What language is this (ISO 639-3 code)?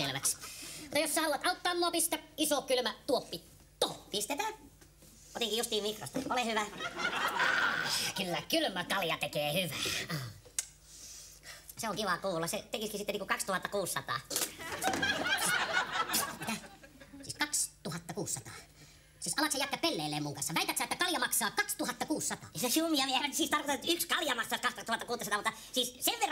fin